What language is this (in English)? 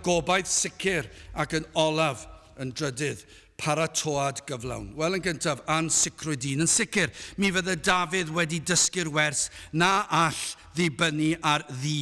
Welsh